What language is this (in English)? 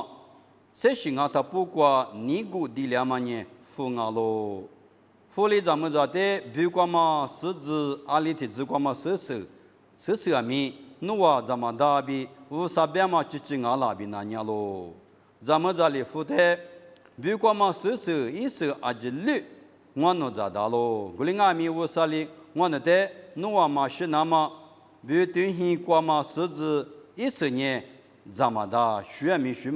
Lisu